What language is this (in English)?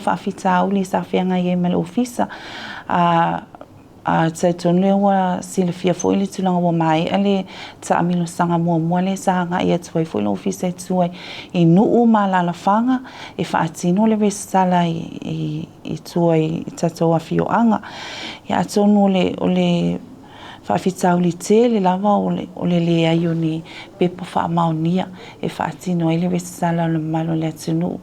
Samoan